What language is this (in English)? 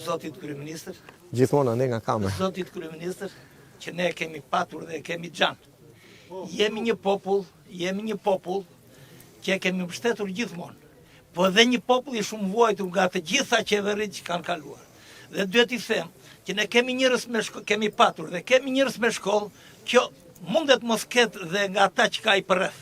Albanian